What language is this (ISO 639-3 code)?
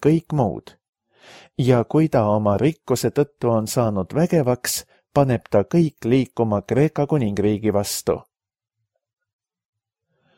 est